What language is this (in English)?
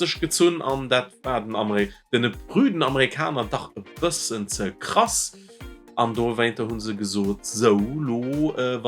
Luxembourgish